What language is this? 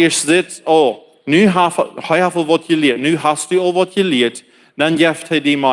Plautdietsch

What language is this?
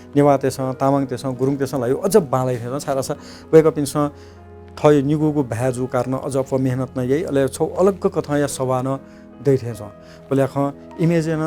Newari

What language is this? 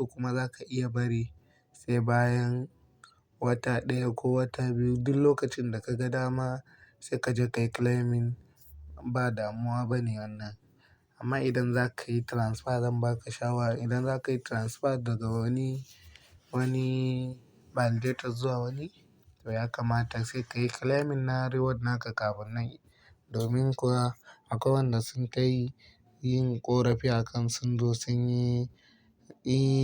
Hausa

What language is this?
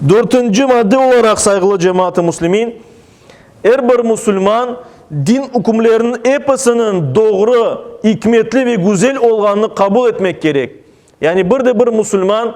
Crimean Tatar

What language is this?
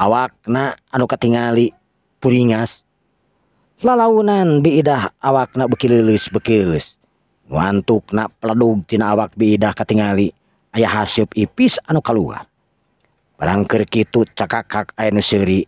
Sundanese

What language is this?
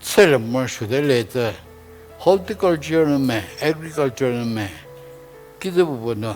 Angami Naga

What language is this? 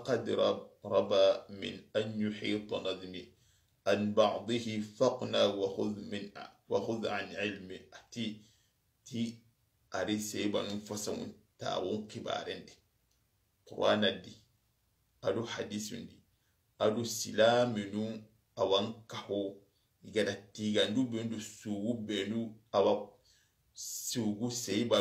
Soninke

